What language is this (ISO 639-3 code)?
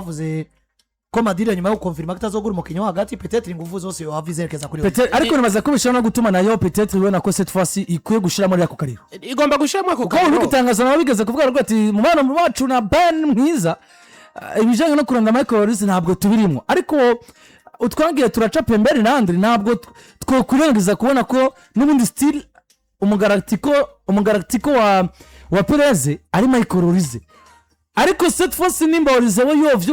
run